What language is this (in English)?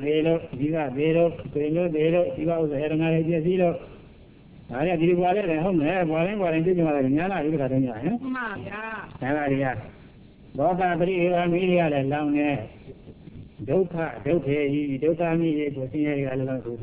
Burmese